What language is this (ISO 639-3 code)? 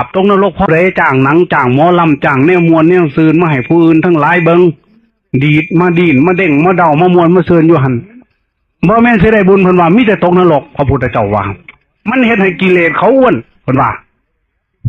tts